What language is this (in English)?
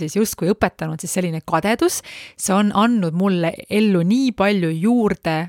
Estonian